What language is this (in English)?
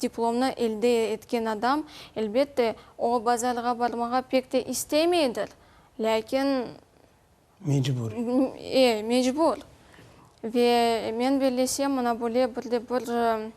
Crimean Tatar